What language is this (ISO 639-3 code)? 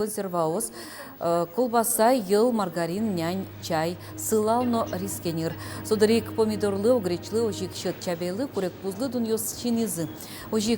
udm